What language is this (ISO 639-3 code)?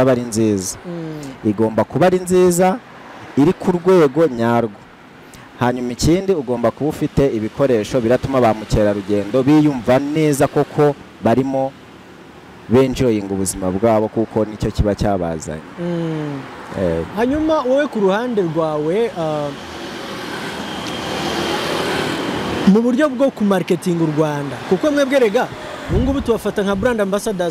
kin